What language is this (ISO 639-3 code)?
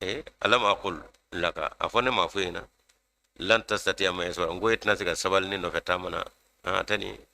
bam